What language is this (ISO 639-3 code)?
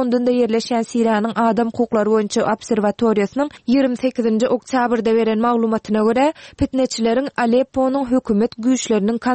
tuk